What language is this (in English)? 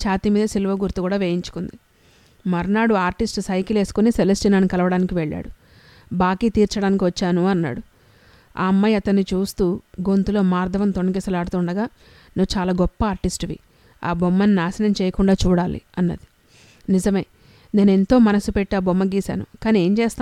Telugu